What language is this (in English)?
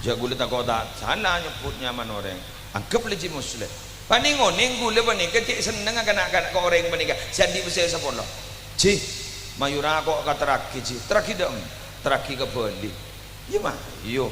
Madurese